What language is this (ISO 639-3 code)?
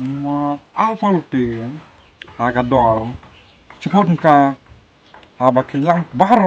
kha